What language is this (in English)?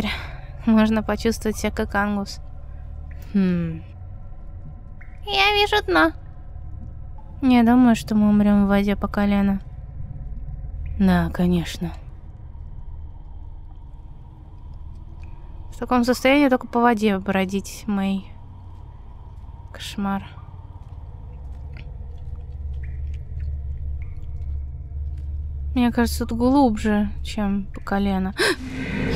Russian